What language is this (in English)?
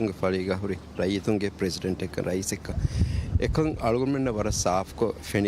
Divehi